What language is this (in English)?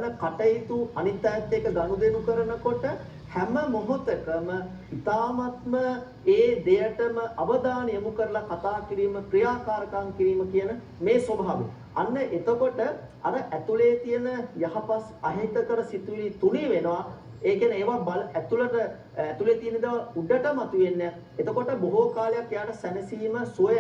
Sinhala